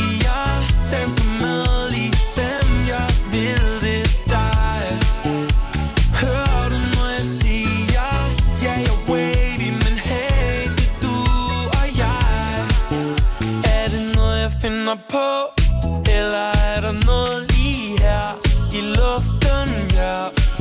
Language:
Danish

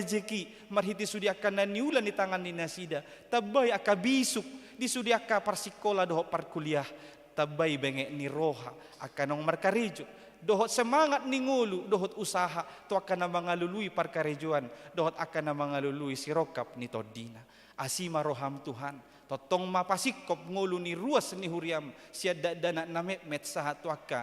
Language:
Batak Toba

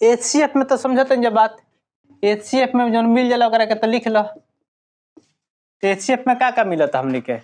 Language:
Bhojpuri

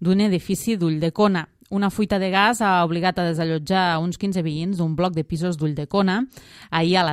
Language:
Catalan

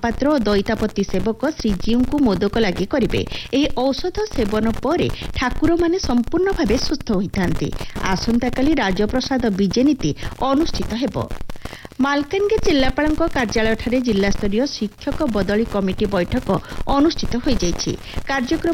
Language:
Odia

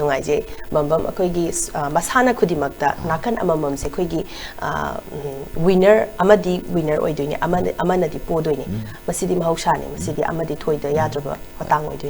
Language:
Manipuri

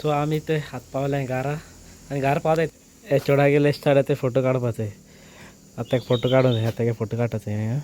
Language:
Konkani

